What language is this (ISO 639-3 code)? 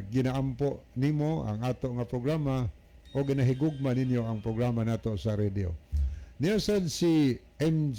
ceb